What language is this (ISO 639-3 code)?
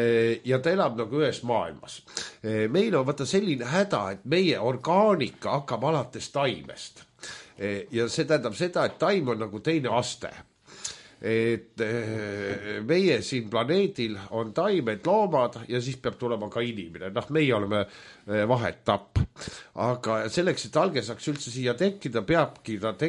est